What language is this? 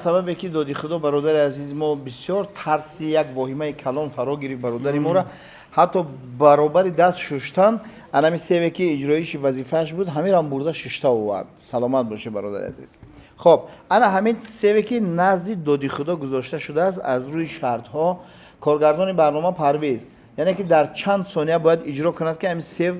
Tajik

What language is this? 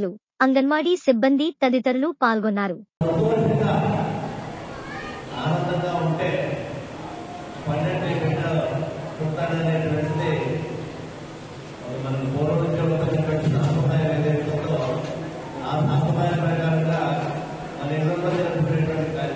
Telugu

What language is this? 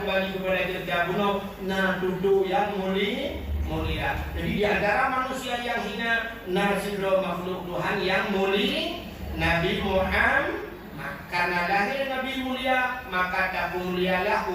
Achinese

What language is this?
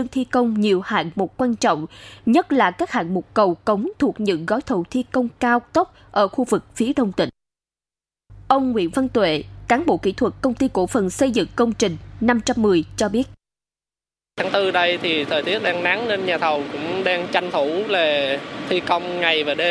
Vietnamese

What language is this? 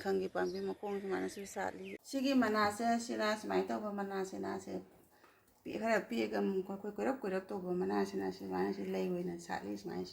Manipuri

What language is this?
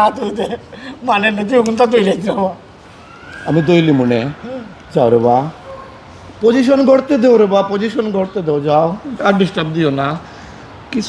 Sylheti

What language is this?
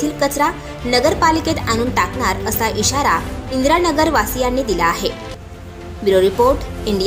Marathi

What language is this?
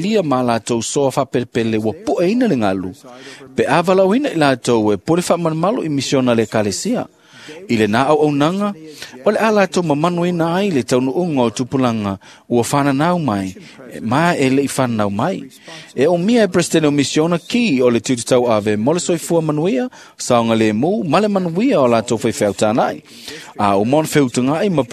Samoan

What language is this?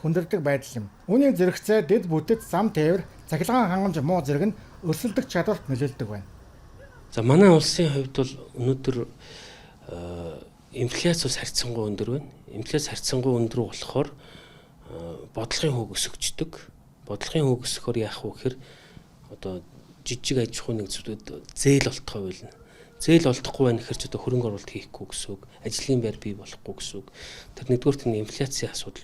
Mongolian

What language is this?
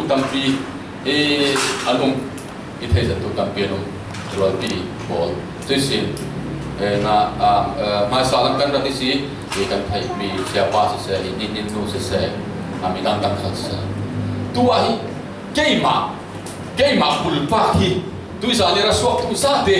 Falam Chin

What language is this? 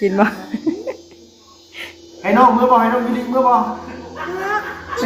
Northeastern Thai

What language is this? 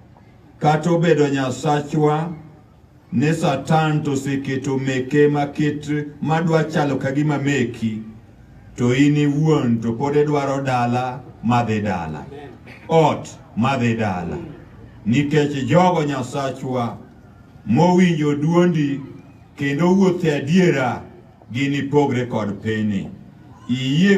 Luo (Kenya and Tanzania)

